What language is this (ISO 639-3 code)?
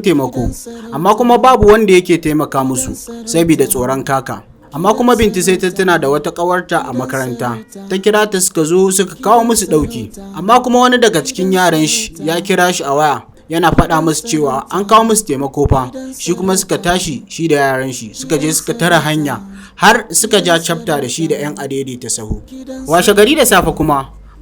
hau